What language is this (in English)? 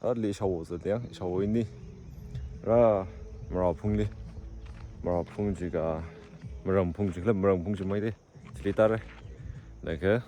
Tangkhul Naga (India)